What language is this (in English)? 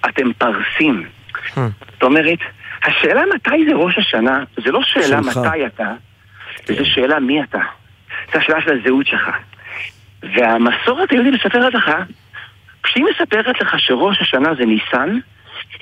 Hebrew